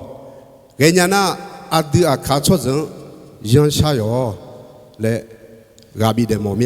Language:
Akha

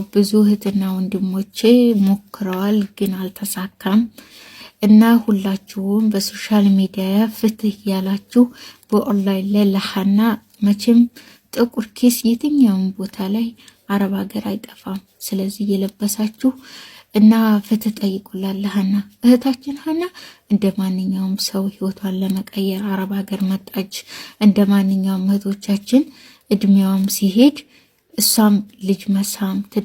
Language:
Amharic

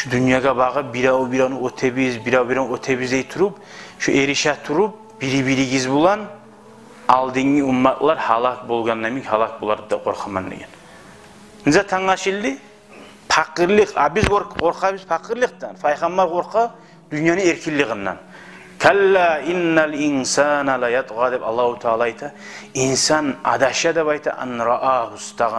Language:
Kumyk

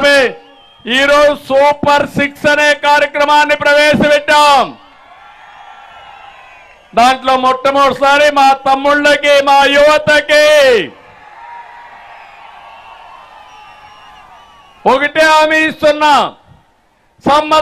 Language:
Telugu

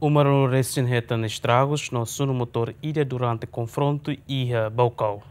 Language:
Tetum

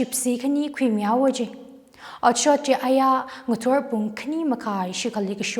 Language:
Tangkhul Naga (India)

